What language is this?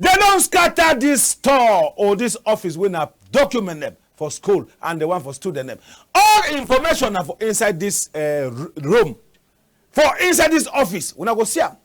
Cameroon Pidgin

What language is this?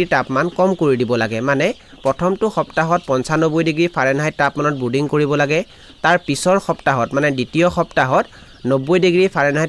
Assamese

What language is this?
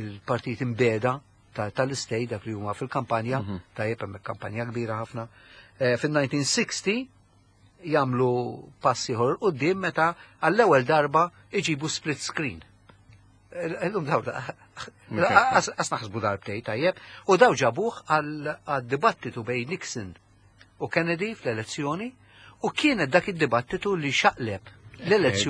Maltese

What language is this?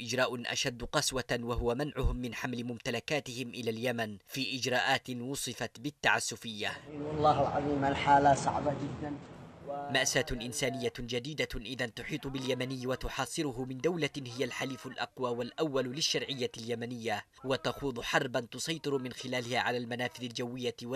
Arabic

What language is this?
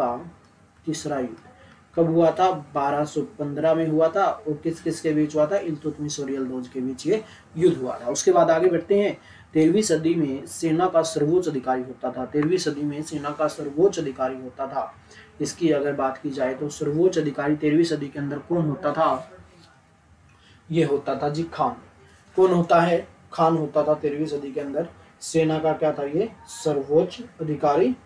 Hindi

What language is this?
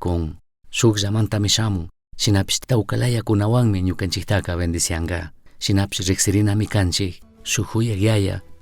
Chimborazo Highland Quichua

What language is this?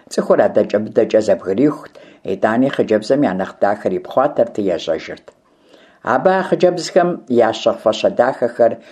Kabardian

